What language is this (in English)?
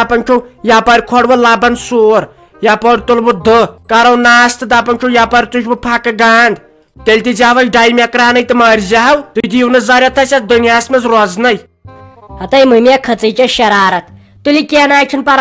Kashmiri